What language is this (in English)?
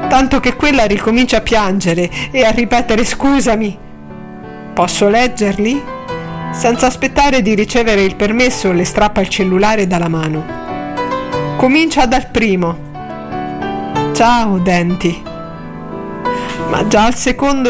Italian